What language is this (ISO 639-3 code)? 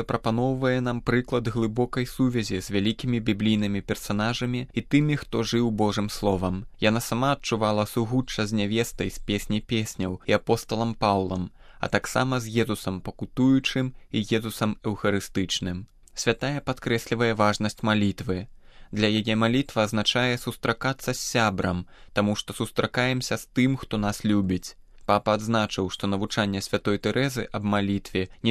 bel